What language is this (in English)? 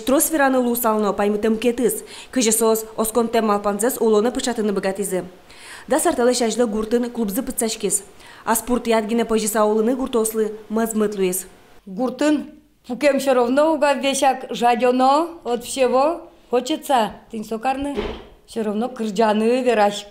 Udmurt